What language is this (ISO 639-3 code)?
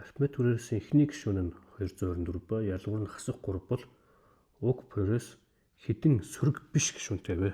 mon